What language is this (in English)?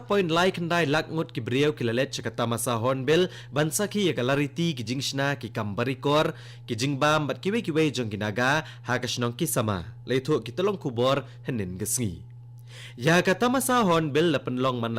Khasi